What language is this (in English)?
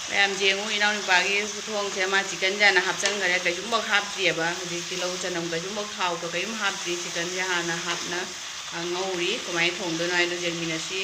Manipuri